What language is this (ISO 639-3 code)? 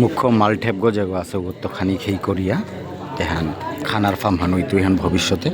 bpy